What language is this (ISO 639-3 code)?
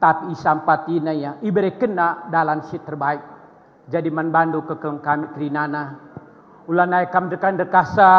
btx